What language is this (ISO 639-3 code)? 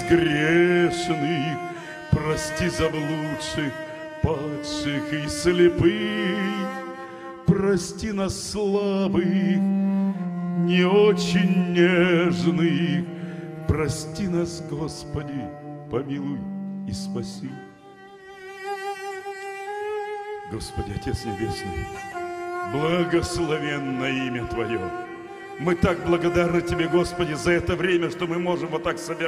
rus